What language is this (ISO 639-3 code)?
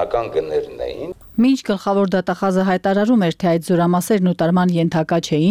hye